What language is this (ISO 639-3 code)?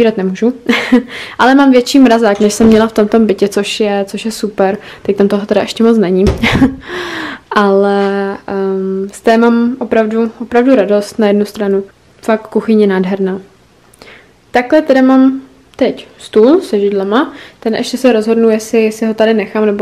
ces